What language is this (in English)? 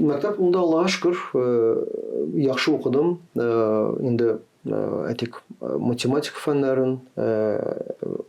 Tatar